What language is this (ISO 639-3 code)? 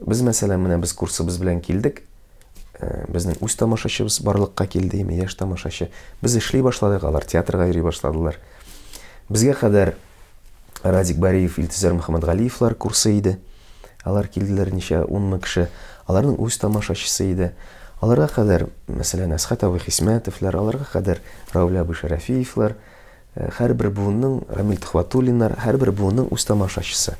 tat